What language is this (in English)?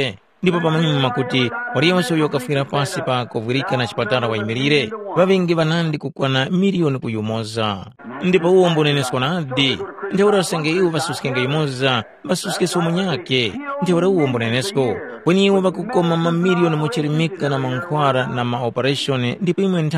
Tumbuka